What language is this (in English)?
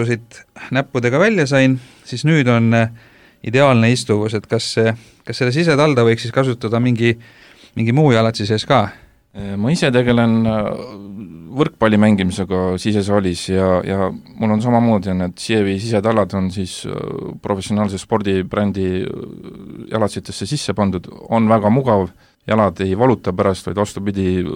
Estonian